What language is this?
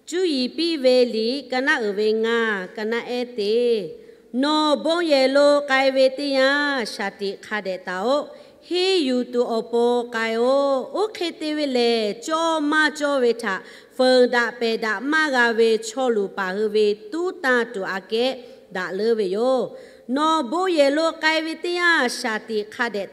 Lahu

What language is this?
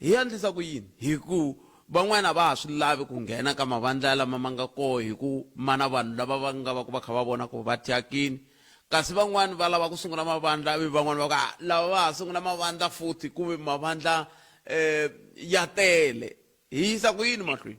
Tsonga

